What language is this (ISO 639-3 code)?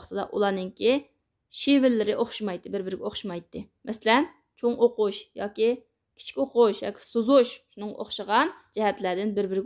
uig